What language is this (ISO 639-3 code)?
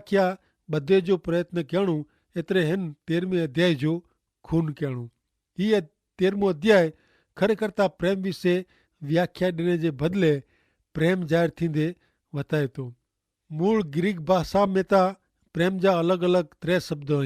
kfr